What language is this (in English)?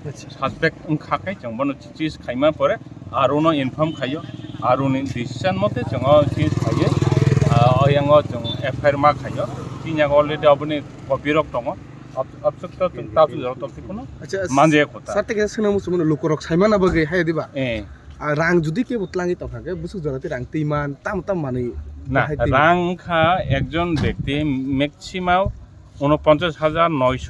Kok Borok